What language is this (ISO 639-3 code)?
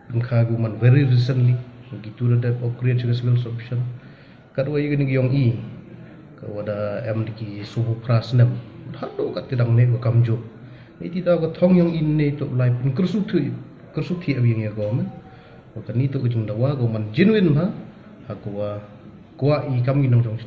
pbv